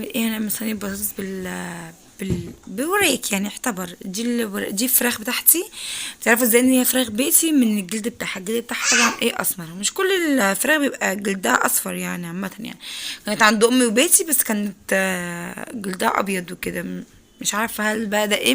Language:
Egyptian Arabic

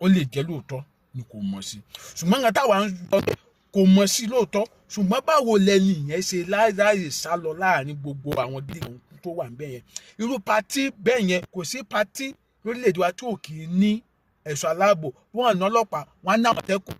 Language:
Yoruba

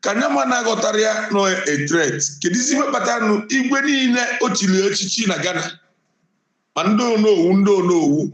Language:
Igbo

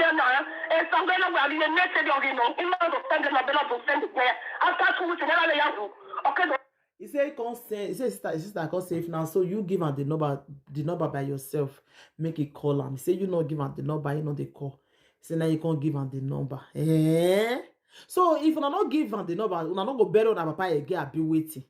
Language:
Nigerian Pidgin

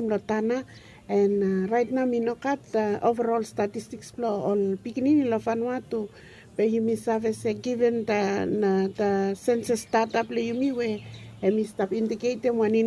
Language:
Bislama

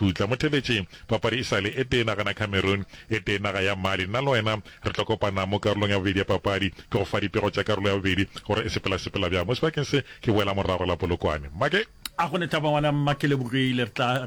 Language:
Northern Sotho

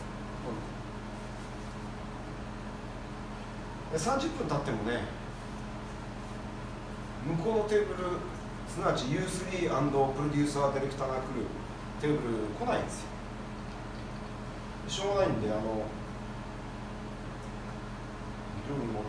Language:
Japanese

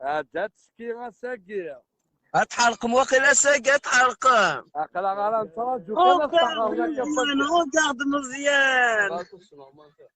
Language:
Kabyle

